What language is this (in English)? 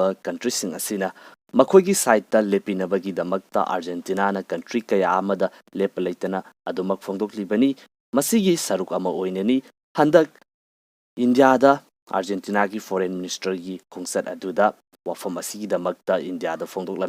Manipuri